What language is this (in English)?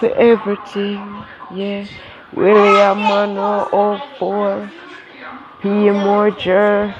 Jamaican Creole English